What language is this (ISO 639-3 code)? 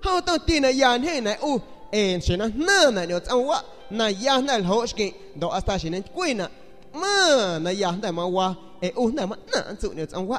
azg